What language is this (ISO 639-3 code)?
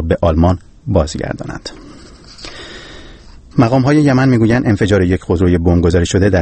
fas